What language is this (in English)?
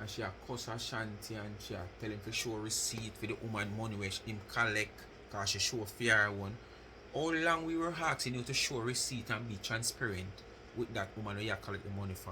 Jamaican Creole English